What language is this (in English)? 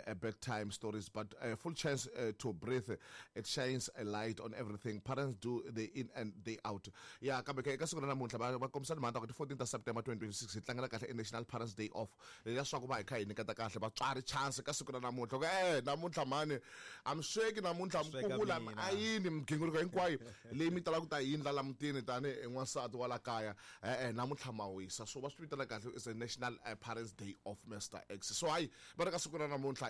Tsonga